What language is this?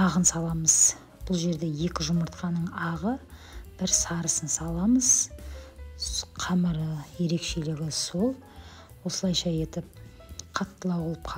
Kazakh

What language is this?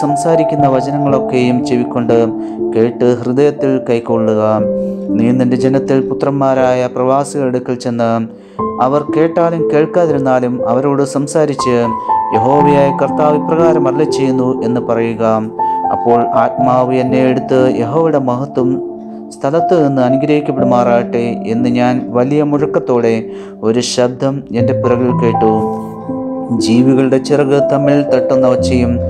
Malayalam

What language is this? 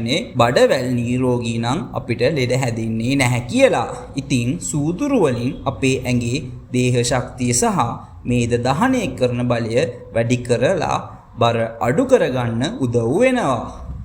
Sinhala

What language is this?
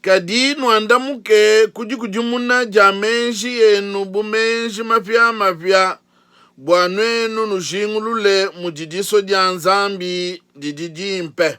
Luba-Lulua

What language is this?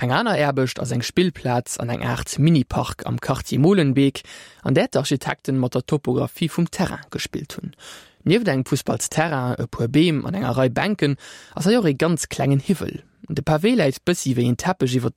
Luxembourgish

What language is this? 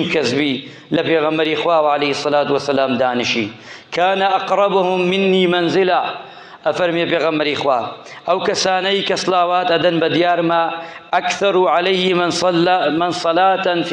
Central Kurdish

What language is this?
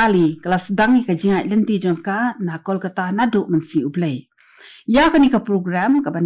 Khasi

